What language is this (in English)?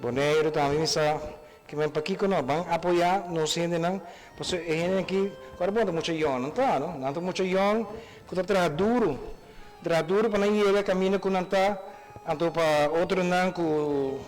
Papiamento